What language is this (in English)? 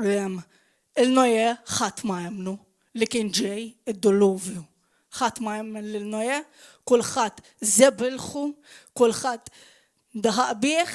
Maltese